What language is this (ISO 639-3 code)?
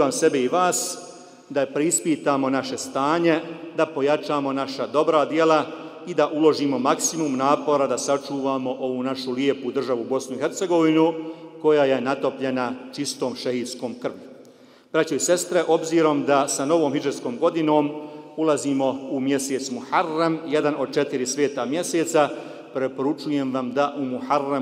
bos